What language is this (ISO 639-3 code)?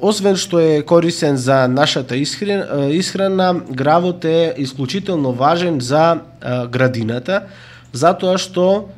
mkd